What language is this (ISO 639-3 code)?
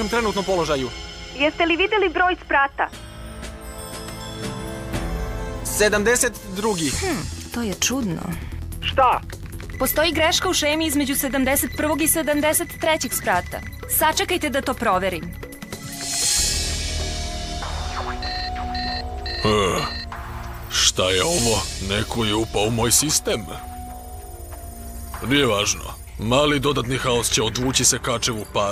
srp